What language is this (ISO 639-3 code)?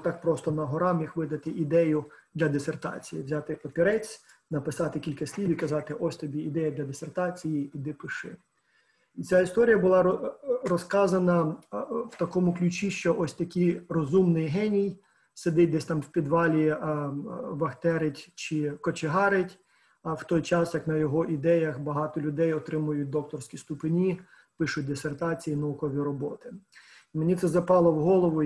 ukr